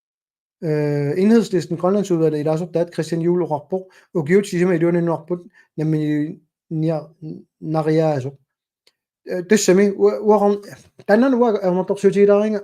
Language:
Kalaallisut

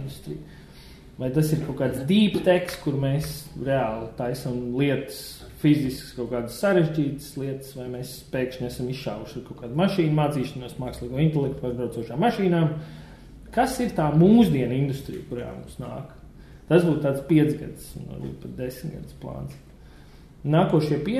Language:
Latvian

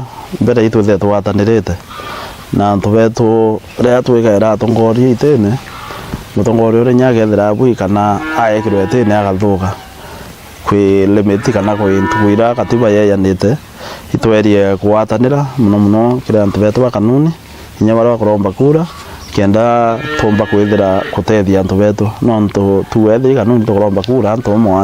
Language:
Meru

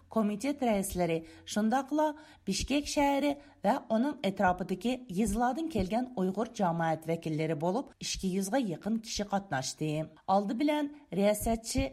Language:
Uyghur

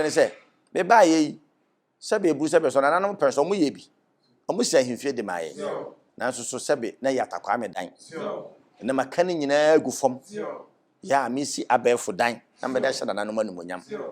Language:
Akan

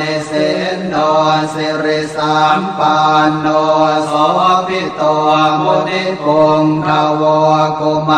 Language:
Pali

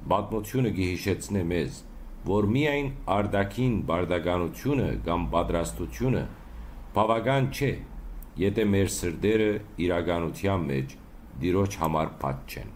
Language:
Western Armenian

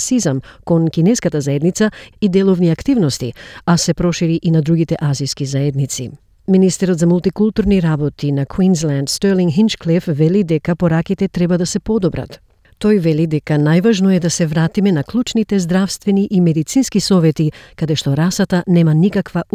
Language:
Macedonian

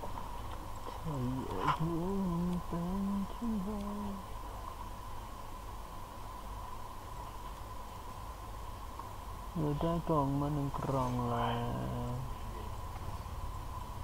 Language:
Thai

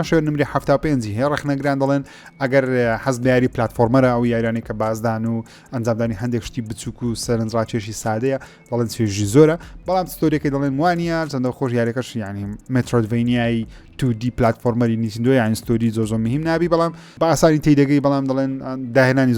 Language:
Central Kurdish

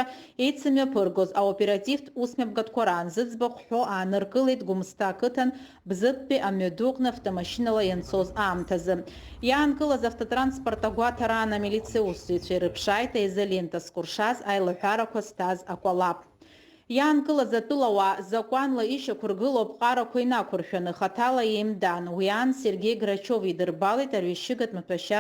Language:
Abkhazian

